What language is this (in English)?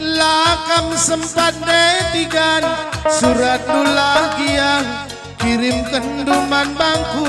Batak Karo